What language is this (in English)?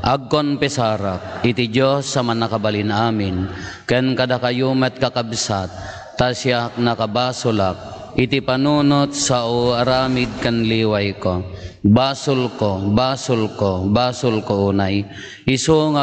Iloko